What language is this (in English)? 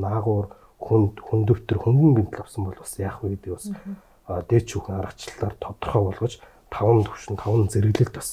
Mongolian